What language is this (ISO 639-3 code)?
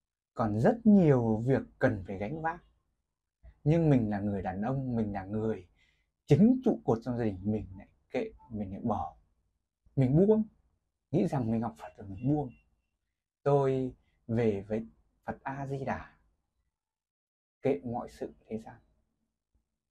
vie